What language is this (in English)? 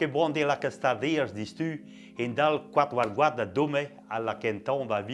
Breton